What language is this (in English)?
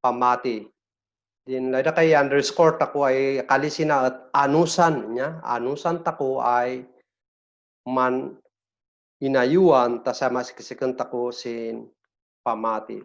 Kankanaey